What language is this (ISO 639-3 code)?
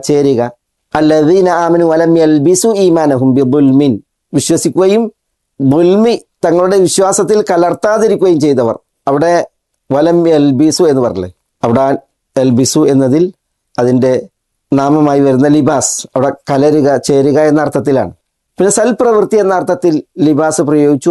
mal